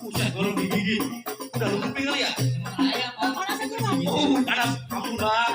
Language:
Betawi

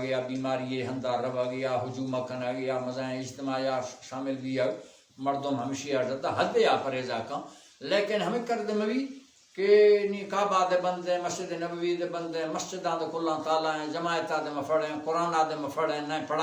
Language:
Baluchi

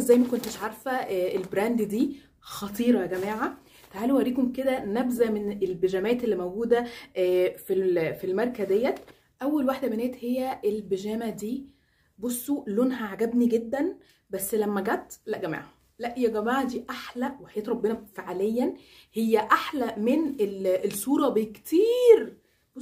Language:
Egyptian Arabic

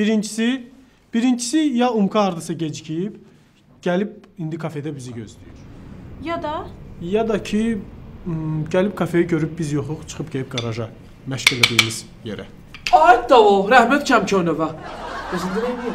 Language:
Azerbaijani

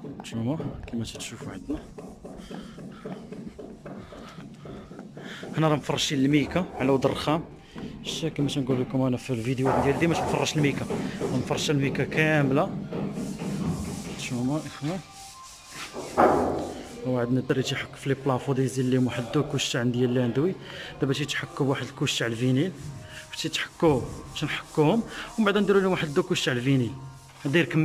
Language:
Moroccan Arabic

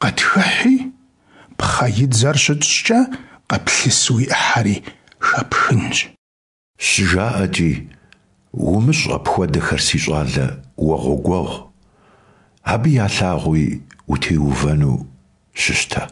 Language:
Kabardian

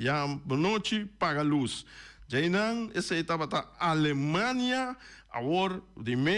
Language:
Papiamento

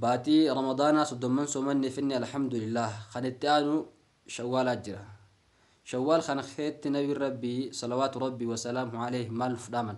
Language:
Oromo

